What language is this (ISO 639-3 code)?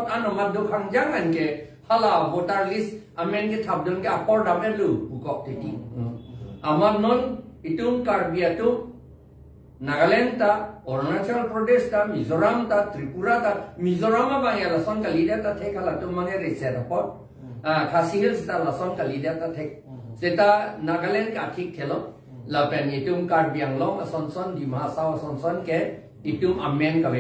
mjw